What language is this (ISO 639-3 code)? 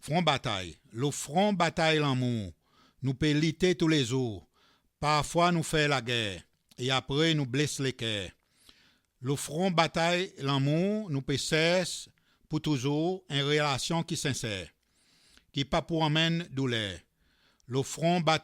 crs